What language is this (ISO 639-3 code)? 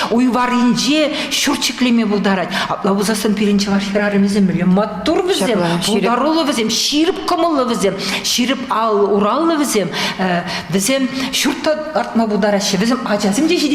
chv